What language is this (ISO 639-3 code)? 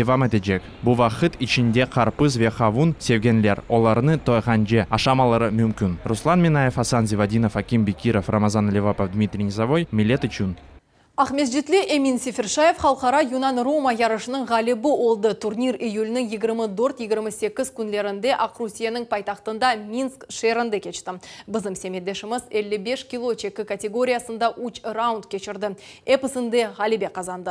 crh